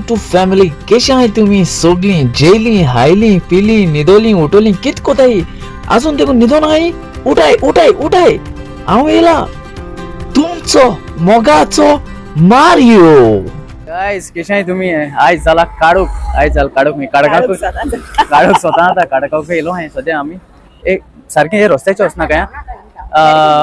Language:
Konkani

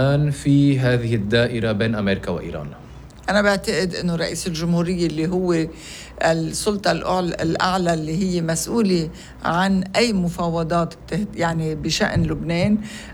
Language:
North Levantine Arabic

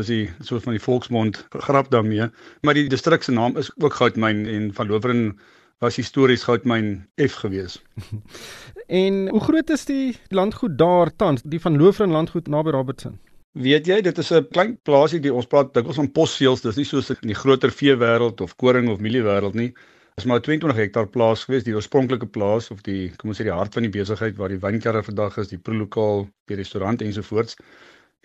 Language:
Afrikaans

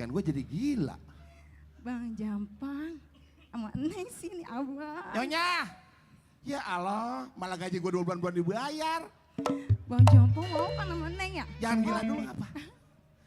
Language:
Betawi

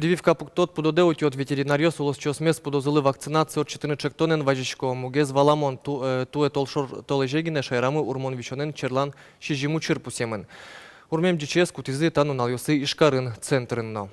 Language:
Udmurt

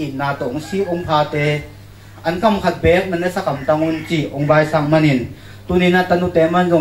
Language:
Tedim Chin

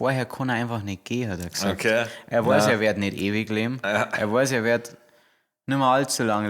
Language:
Bavarian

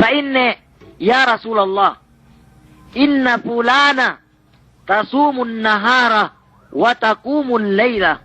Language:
Yakan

